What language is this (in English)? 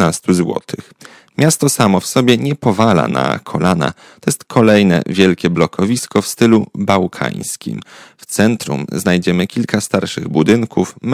Polish